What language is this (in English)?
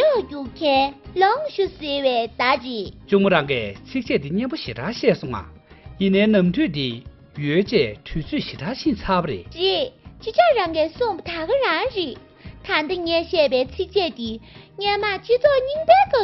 Tibetan